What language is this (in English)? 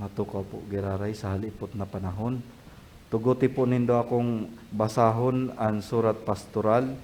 Bikol